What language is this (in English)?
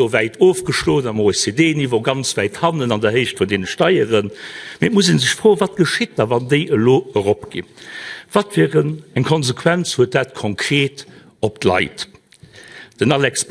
Luxembourgish